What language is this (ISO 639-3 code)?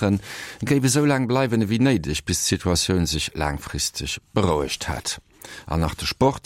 ltz